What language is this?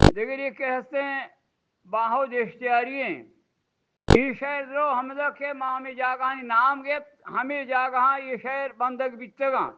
Eastern Balochi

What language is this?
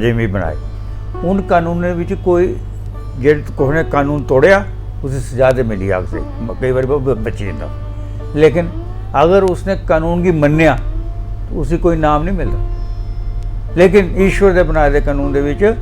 Dogri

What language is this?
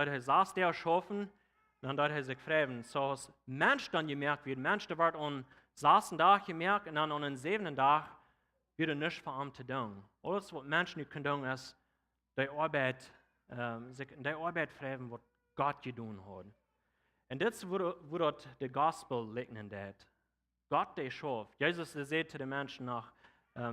Plautdietsch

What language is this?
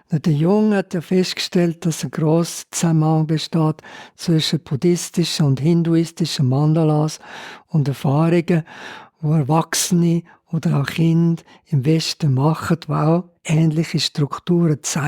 Swiss German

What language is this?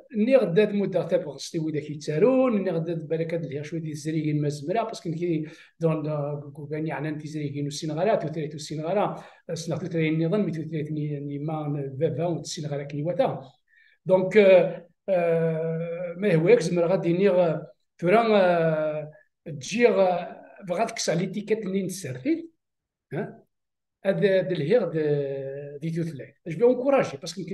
Kabyle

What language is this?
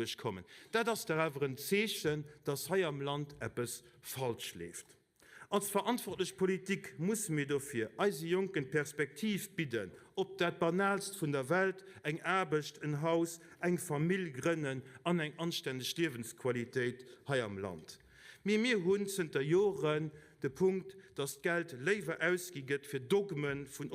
Luxembourgish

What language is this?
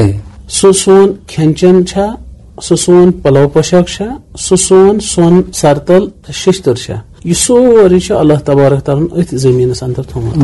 Kashmiri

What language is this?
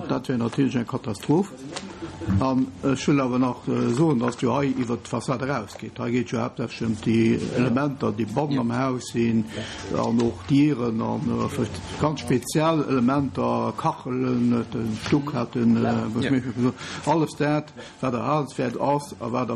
Luxembourgish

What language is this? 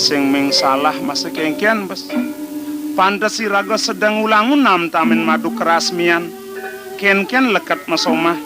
Balinese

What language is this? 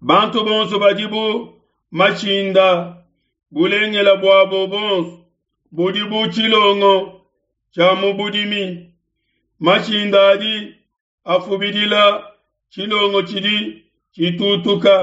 Luba-Lulua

